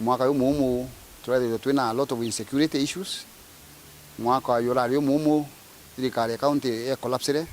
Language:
Meru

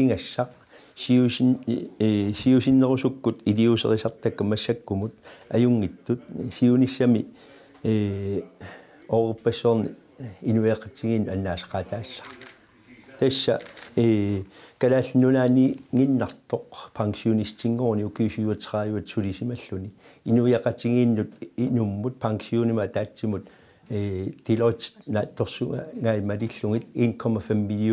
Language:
Kalaallisut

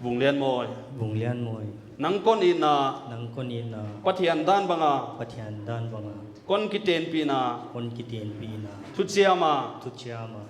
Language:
Paite Chin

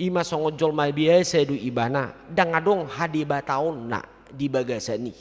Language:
Batak Toba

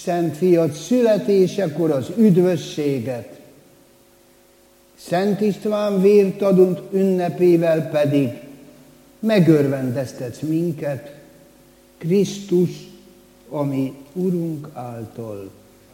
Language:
Hungarian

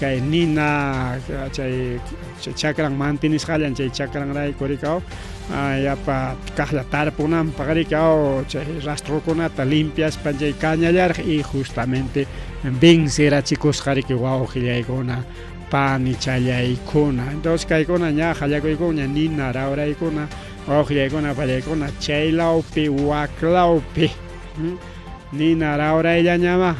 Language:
Ayacucho Quechua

